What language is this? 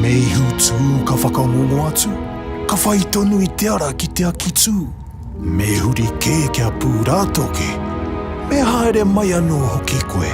Māori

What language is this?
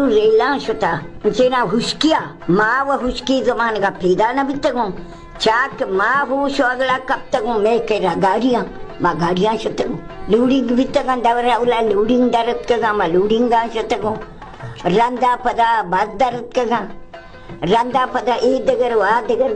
Baluchi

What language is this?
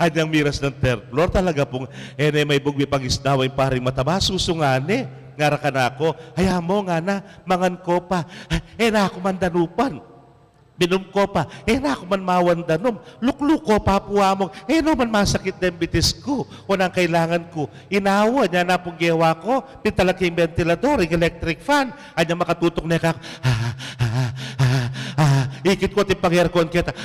Pampanga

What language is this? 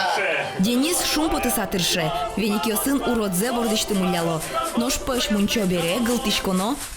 Udmurt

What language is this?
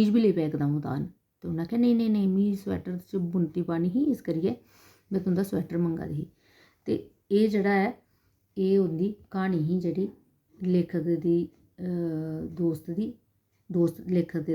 Dogri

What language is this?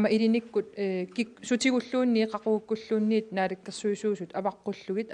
Kalaallisut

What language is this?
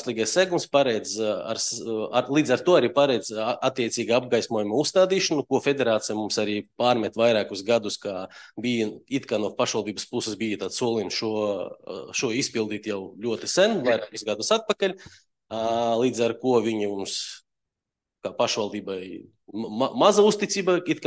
Latvian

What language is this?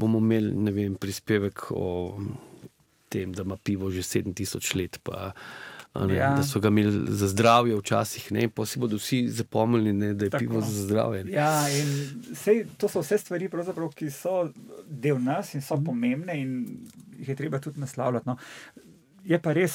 Slovenian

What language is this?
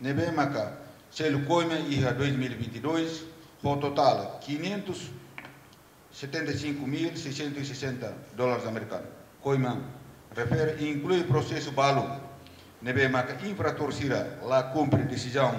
Tetum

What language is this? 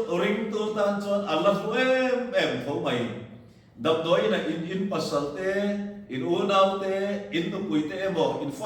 Mizo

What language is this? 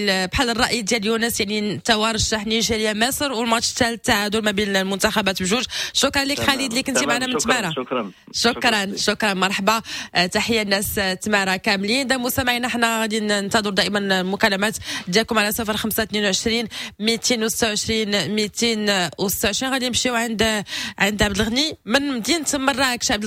Moroccan Arabic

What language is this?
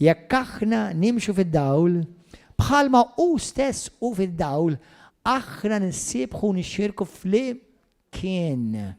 Maltese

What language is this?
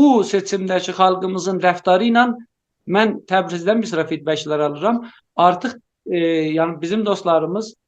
South Azerbaijani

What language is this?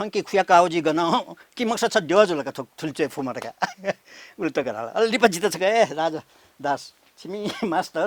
Newari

